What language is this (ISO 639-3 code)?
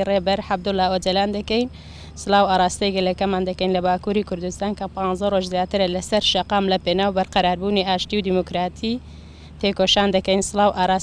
ckb